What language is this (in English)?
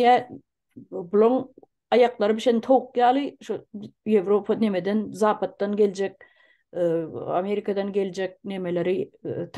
Turkmen